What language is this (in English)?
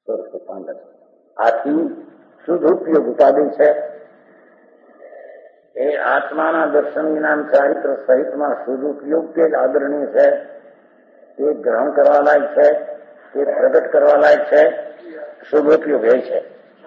Gujarati